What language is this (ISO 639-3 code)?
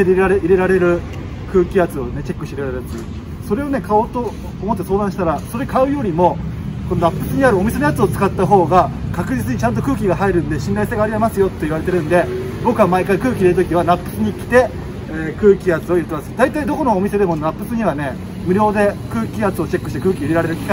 jpn